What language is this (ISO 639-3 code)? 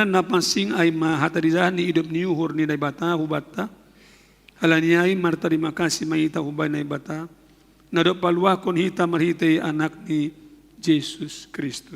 bts